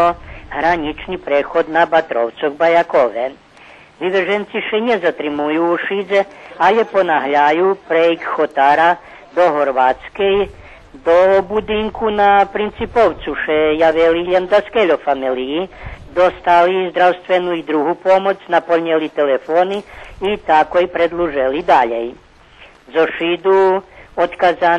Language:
Rusyn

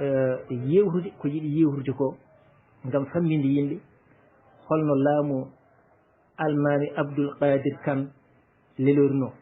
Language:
Fula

